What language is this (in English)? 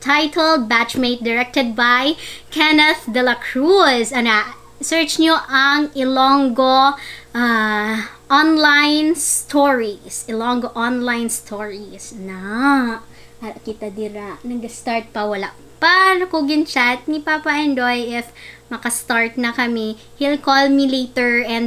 Hiligaynon